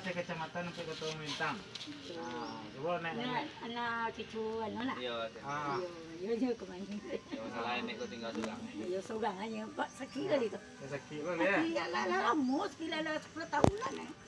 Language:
Minangkabau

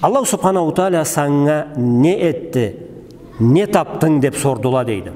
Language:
Karachay-Balkar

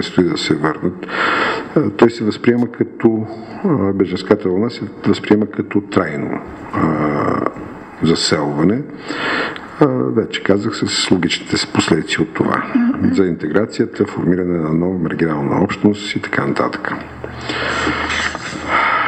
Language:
Bulgarian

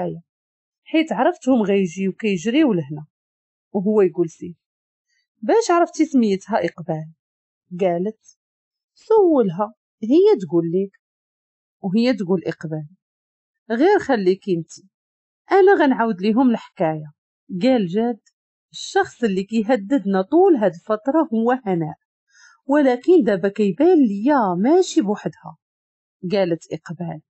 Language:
Moroccan Arabic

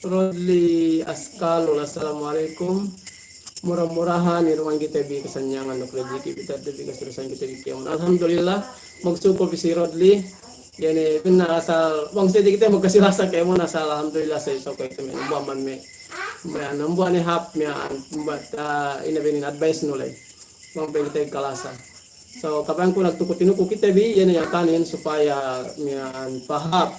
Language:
Yakan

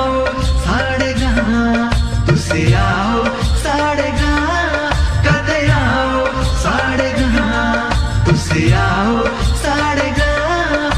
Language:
Dogri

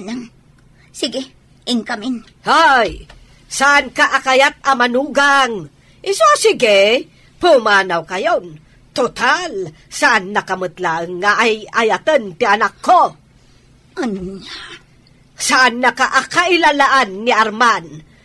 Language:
Iloko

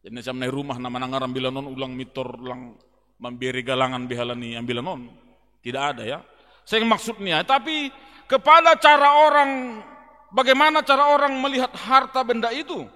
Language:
Batak Simalungun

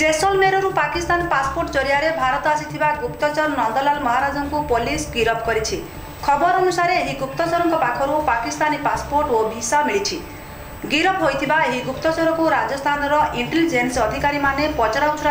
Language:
Odia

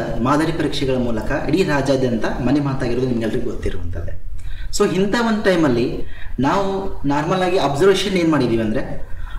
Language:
Kannada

